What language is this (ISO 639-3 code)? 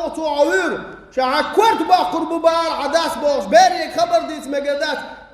che